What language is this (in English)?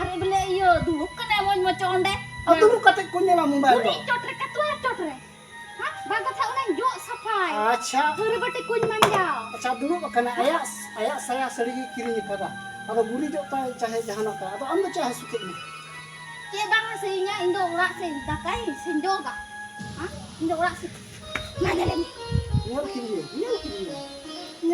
Santali